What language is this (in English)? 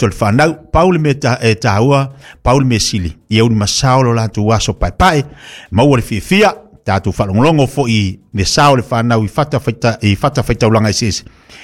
Samoan